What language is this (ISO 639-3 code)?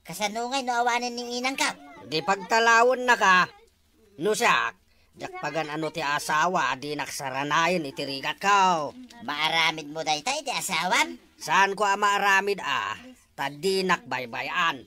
ilo